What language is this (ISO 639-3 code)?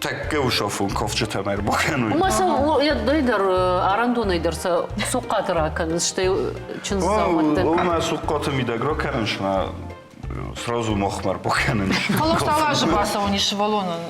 oss